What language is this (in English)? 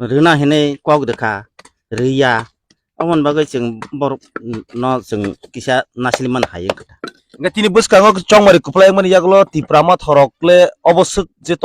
Kok Borok